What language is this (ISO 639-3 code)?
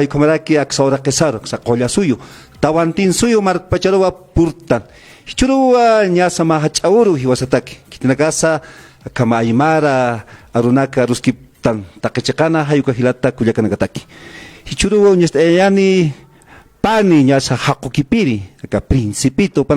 aym